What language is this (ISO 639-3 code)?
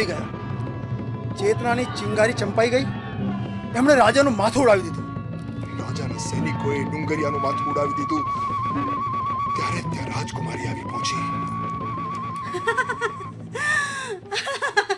guj